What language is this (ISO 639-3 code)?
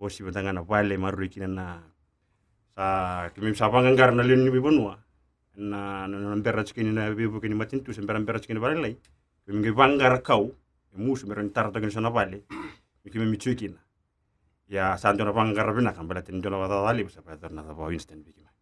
fij